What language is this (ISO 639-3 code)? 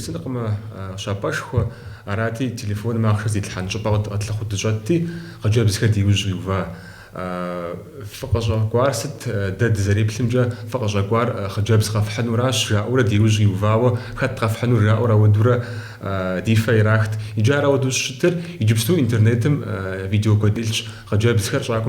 kbd